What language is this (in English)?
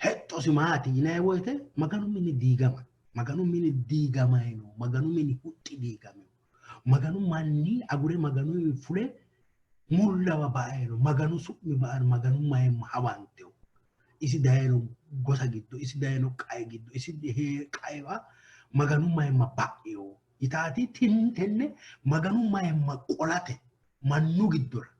Sidamo